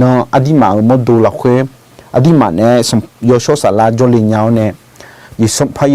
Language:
Akha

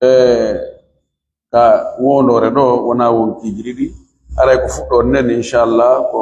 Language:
Fula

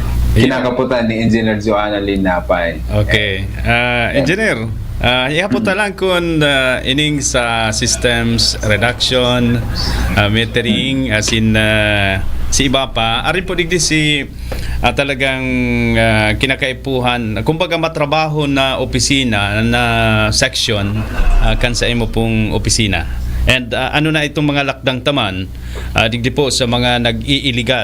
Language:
Bikol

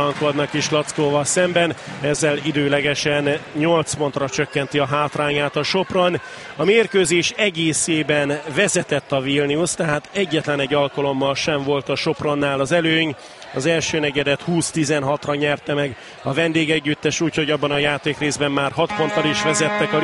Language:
Hungarian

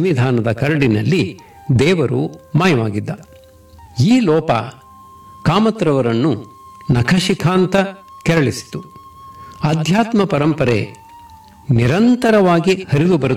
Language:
Kannada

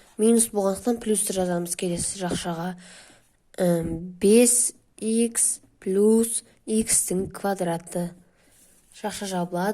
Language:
Kazakh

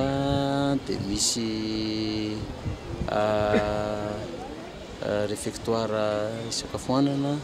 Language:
Malagasy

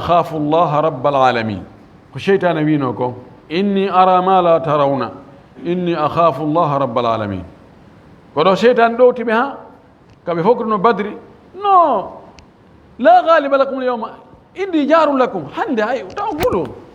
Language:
Fula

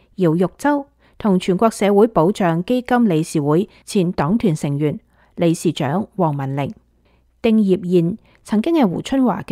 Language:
Cantonese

